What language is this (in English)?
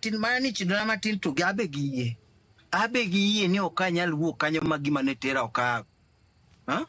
Luo (Kenya and Tanzania)